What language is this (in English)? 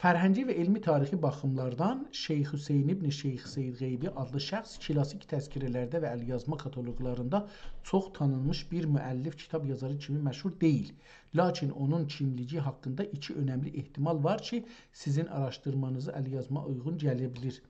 South Azerbaijani